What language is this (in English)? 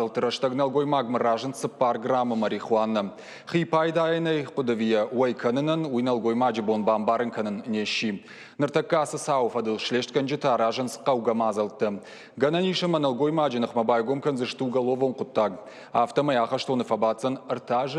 Ossetic